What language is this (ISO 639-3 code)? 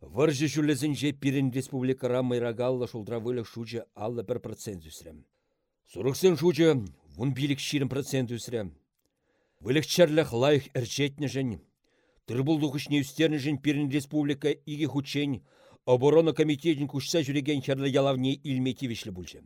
chv